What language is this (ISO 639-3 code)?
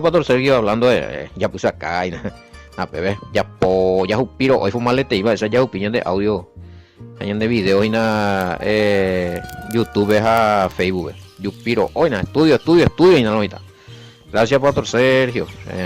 grn